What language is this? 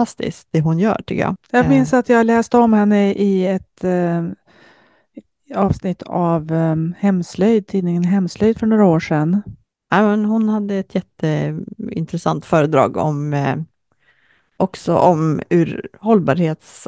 Swedish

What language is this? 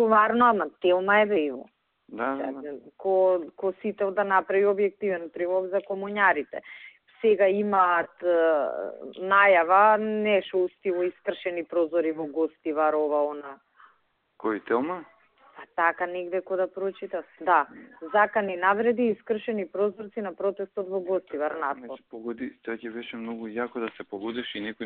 Macedonian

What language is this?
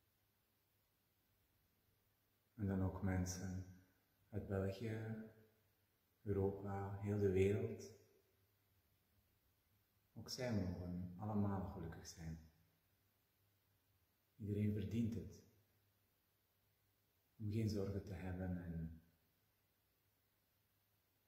Dutch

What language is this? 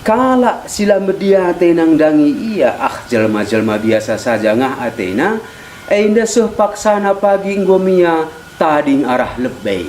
Batak Karo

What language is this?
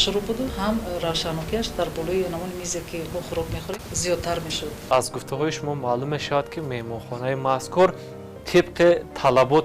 Tajik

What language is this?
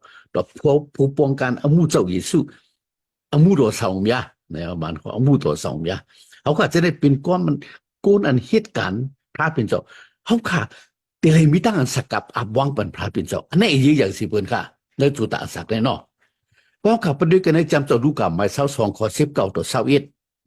Shan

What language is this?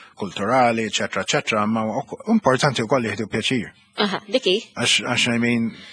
Maltese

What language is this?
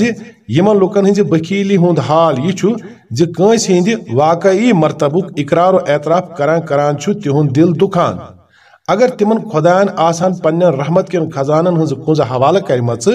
Kashmiri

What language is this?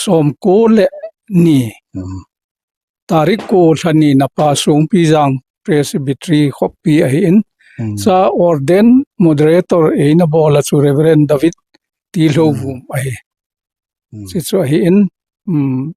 Thado Chin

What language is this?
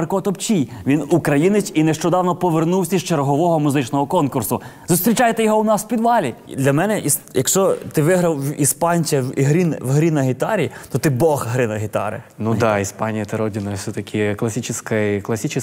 Ukrainian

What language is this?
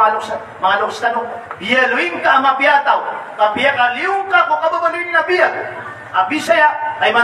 Maranao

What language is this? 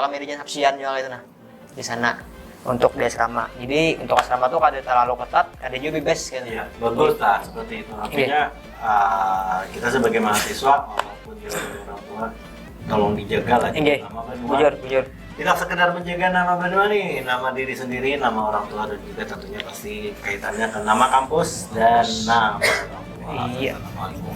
Banjar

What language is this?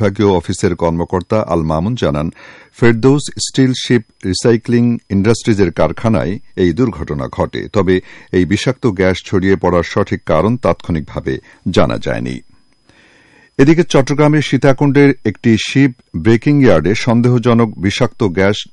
Bangla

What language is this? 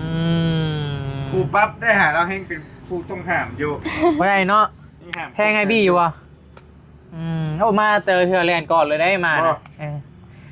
Northeastern Thai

